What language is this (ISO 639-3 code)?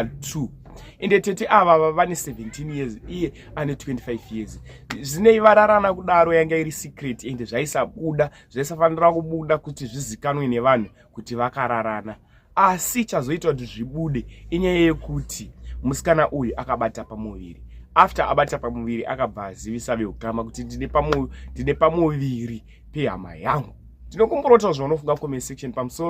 sna